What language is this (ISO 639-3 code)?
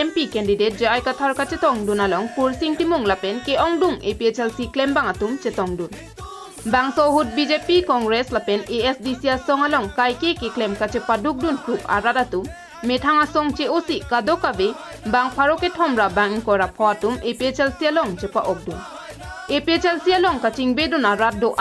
mjw